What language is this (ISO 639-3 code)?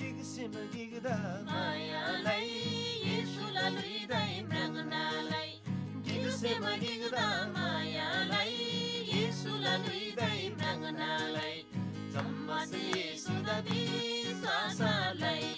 taj